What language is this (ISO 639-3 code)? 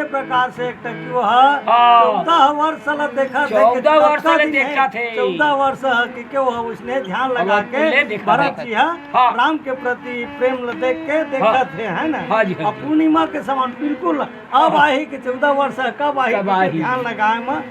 hne